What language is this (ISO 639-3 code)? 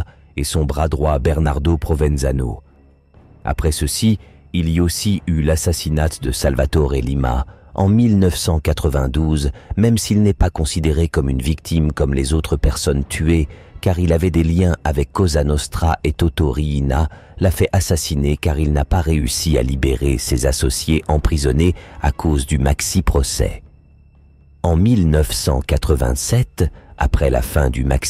fra